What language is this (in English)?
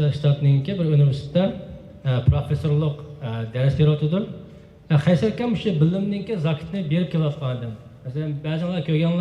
Uyghur